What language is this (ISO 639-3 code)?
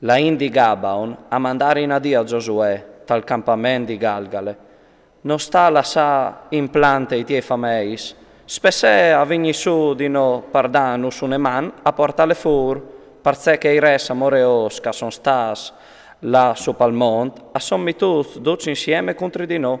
fur